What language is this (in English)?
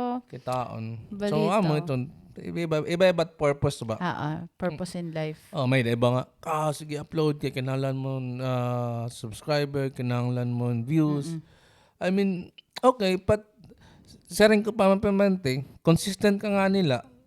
Waray